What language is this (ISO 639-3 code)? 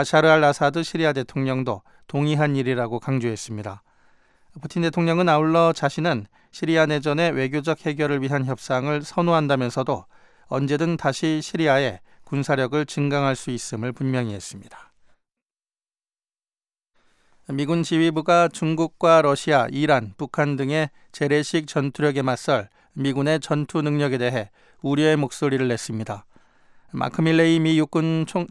kor